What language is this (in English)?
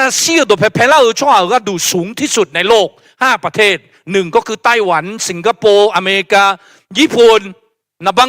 Akha